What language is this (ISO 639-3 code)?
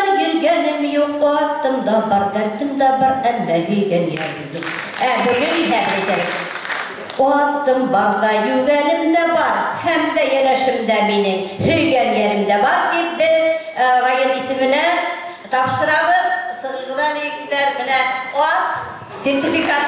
bak